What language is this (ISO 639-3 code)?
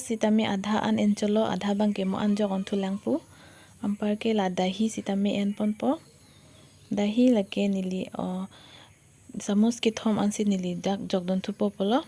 mjw